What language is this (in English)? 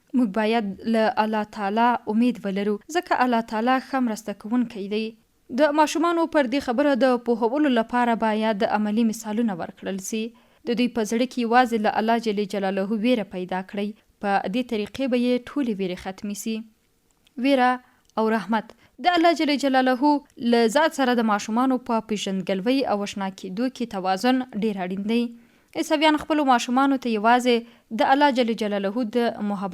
Pashto